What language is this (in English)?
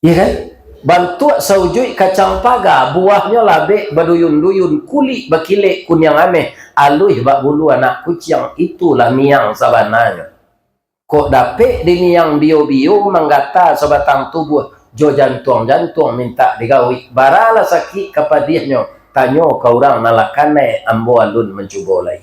Minangkabau